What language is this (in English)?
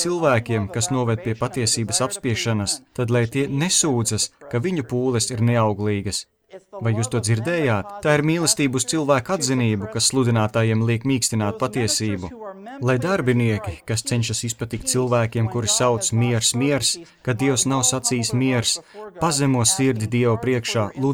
Latvian